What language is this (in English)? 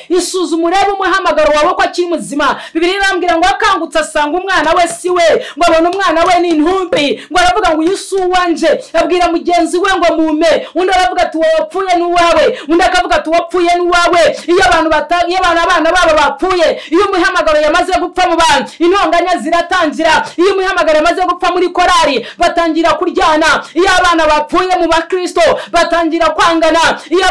Kinyarwanda